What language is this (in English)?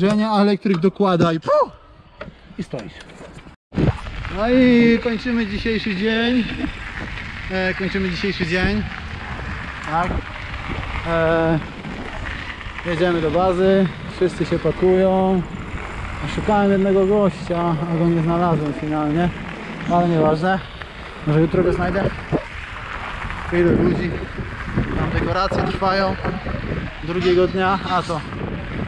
Polish